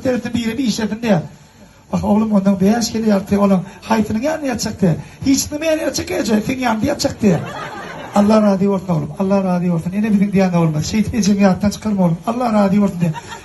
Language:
Turkmen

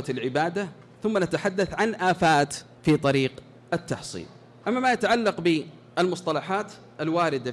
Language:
Arabic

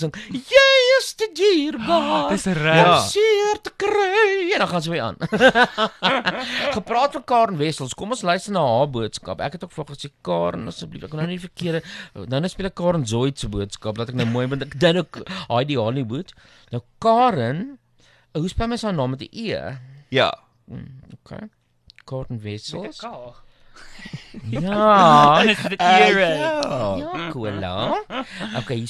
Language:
Afrikaans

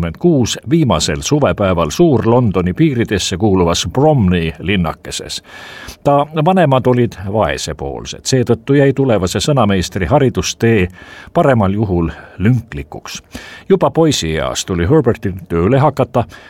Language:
Estonian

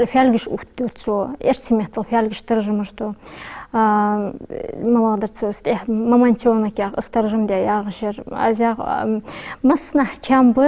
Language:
Ingush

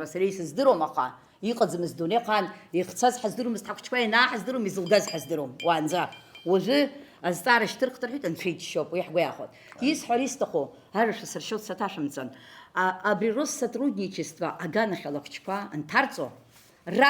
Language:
Abkhazian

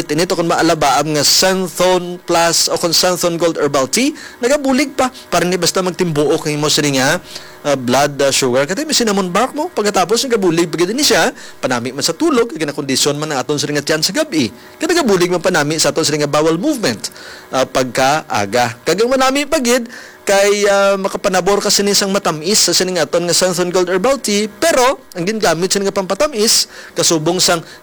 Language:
Hiligaynon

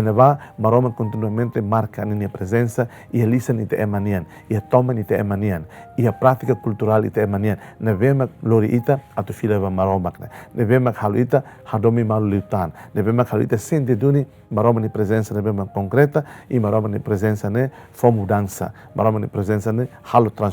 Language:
Tetum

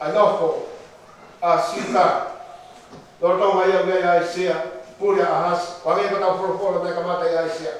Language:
Tongan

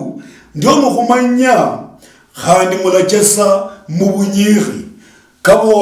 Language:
Luyia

